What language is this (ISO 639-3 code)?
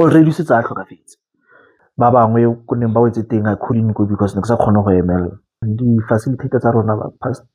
tsn